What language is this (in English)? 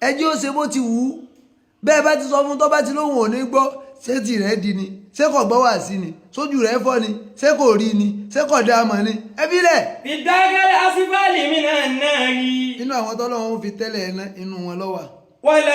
Yoruba